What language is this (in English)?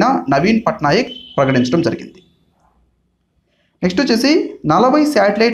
Telugu